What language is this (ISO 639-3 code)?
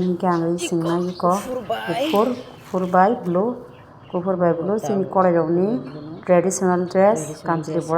trp